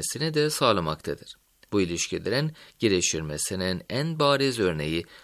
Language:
Turkish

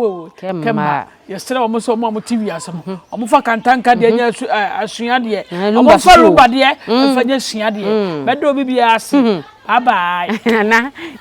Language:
Akan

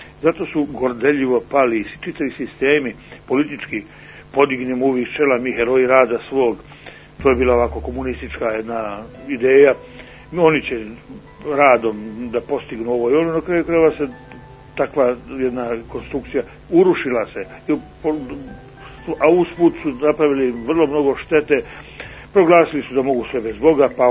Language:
Serbian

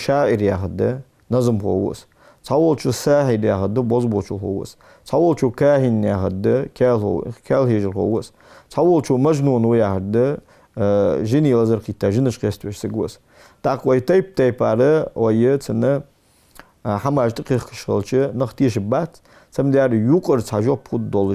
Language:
Ingush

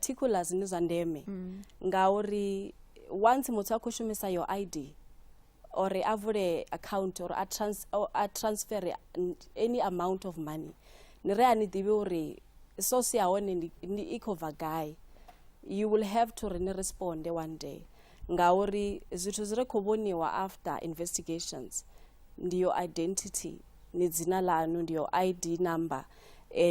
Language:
Venda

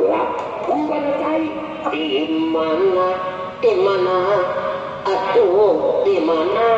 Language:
Betawi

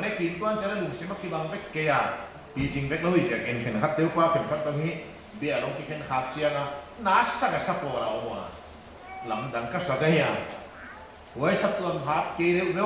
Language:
Paite Chin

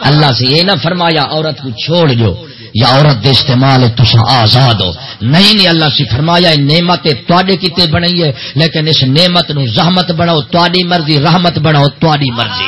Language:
Saraiki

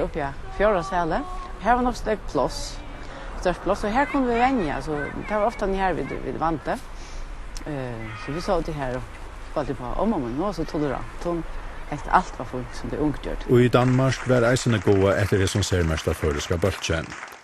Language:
Faroese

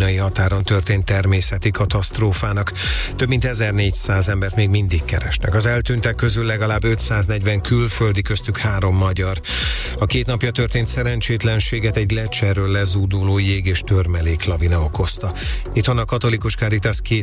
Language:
Hungarian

